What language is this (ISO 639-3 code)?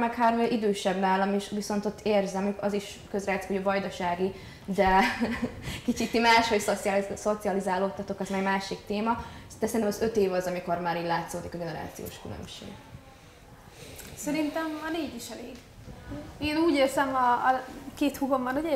hun